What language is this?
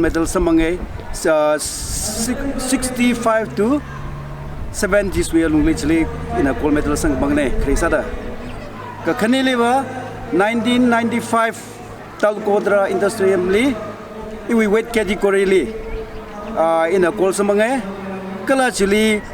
Tangkhul Naga (India)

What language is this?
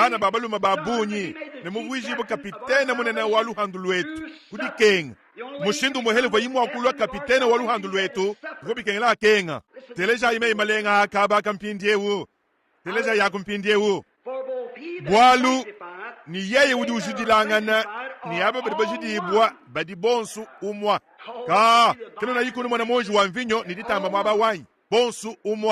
Luba-Lulua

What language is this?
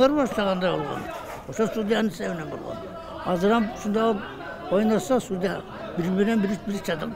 Kyrgyz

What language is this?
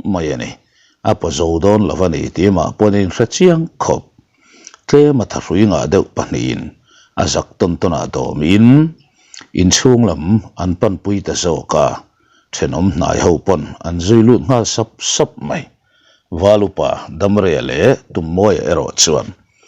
Mizo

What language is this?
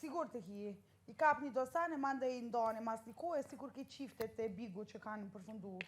Albanian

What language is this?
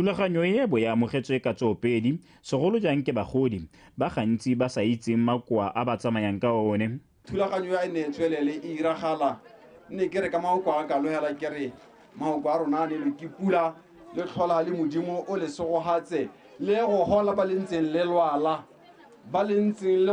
Tswana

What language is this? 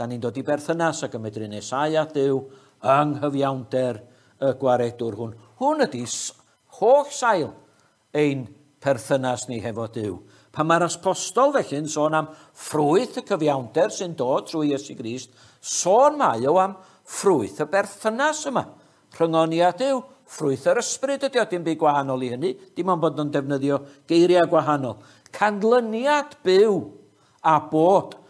Welsh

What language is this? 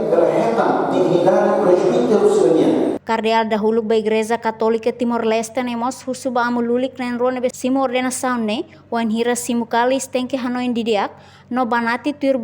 Tetum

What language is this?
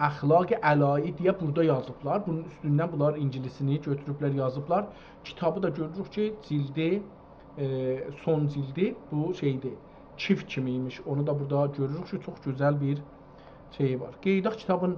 South Azerbaijani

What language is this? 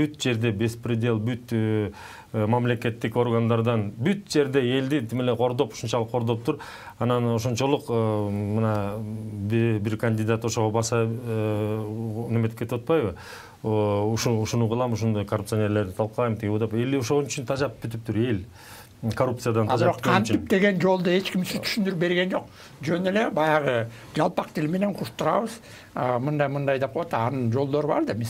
Kyrgyz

